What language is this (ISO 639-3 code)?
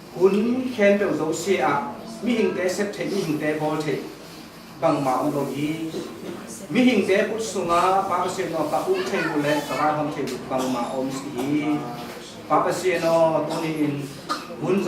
ctd